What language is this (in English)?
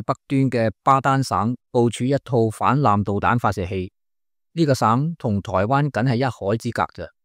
Cantonese